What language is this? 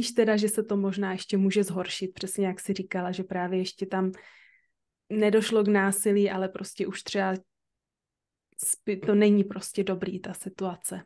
Czech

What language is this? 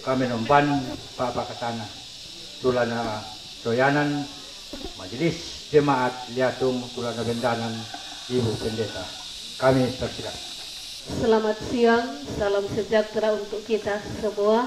Toraja-Sa'dan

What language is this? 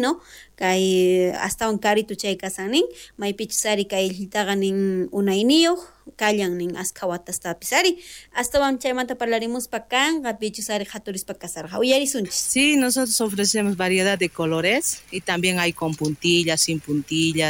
South Bolivian Quechua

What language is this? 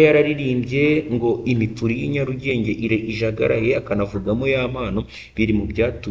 Kinyarwanda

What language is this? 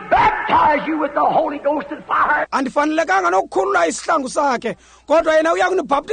Xhosa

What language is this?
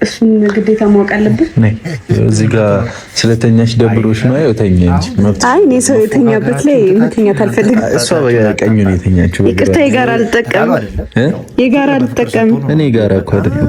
Amharic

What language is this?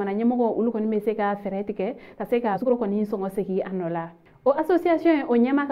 Bambara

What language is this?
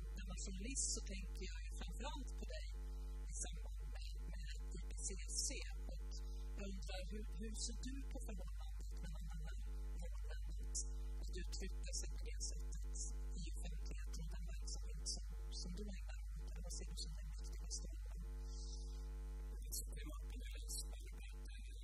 Swedish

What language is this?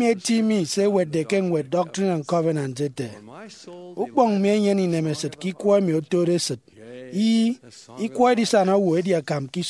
Efik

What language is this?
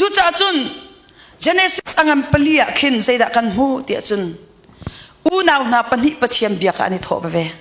Hakha Chin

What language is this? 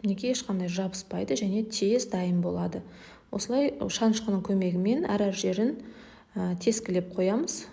Kazakh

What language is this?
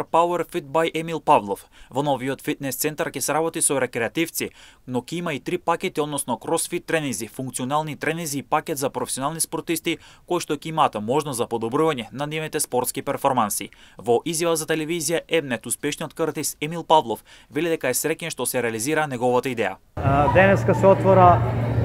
Macedonian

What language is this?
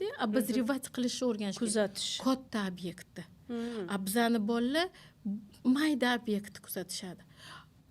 Uzbek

